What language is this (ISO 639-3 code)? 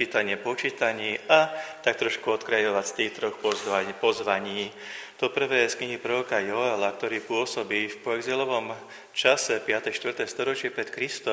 slk